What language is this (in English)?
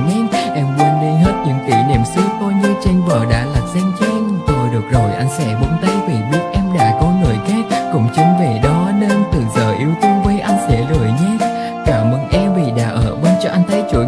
Vietnamese